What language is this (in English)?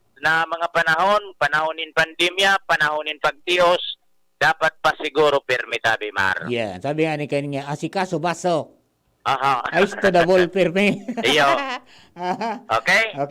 Bikol